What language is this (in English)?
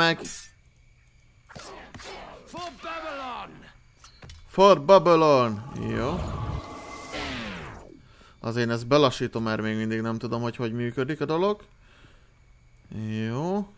Hungarian